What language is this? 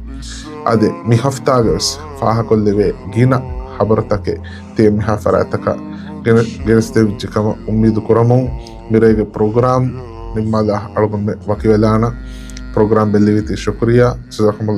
Divehi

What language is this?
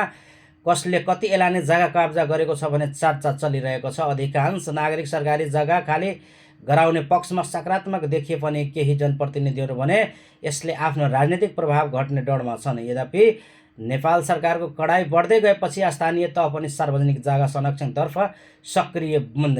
Nepali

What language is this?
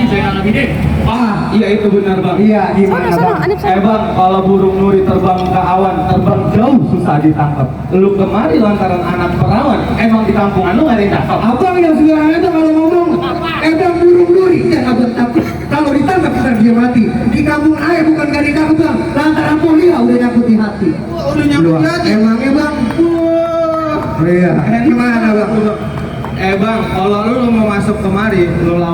Betawi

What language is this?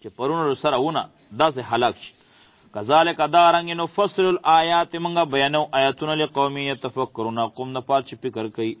Pashto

